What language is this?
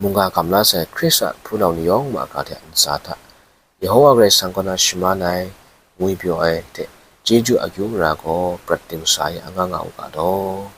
Kachin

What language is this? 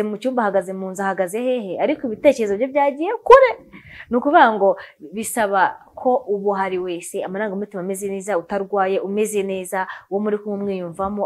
Kinyarwanda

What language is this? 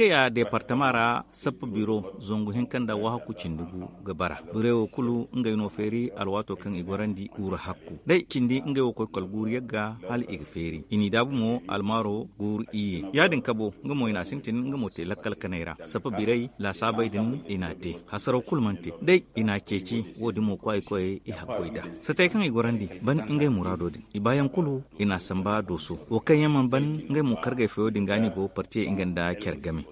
Zarma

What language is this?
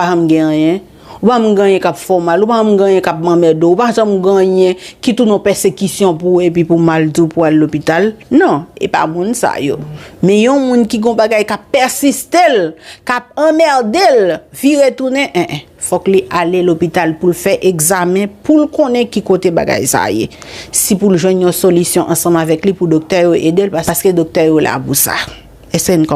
Haitian Creole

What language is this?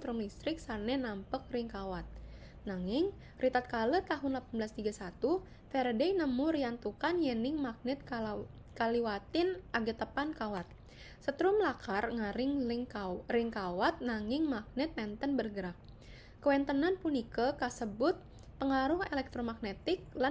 Balinese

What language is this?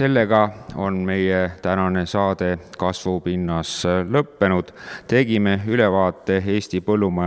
Estonian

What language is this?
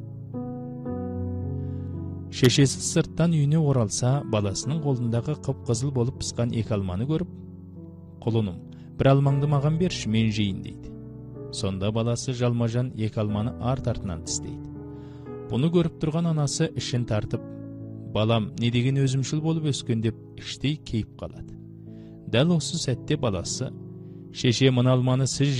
Kazakh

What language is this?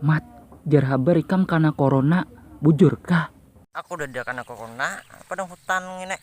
Banjar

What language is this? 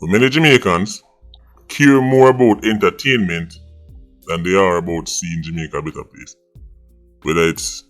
Jamaican Creole English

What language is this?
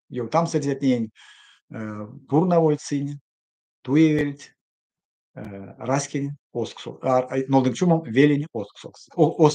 Erzya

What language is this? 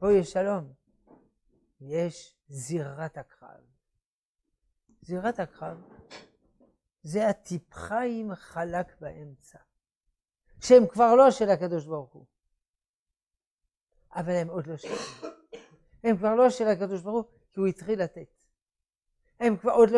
Hebrew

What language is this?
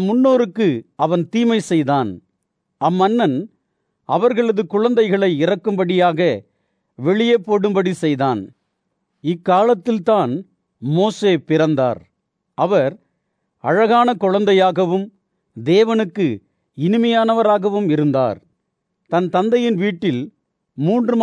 Tamil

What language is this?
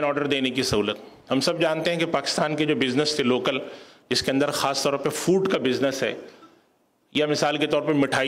Urdu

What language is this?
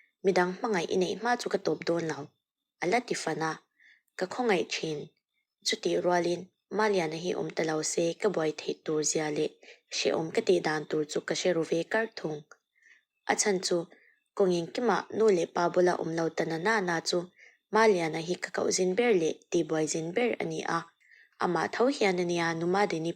Mizo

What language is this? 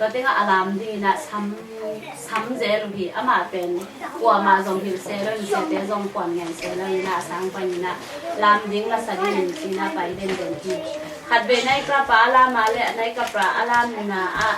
Tedim Chin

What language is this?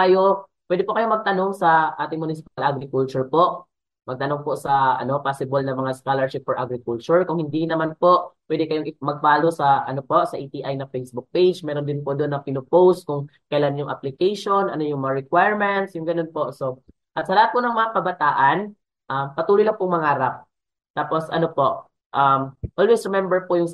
Filipino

